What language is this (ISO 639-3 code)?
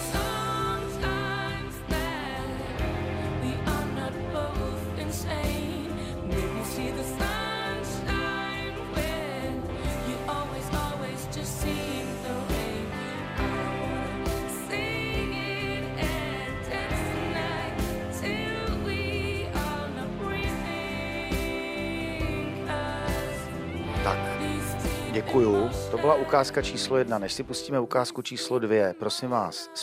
ces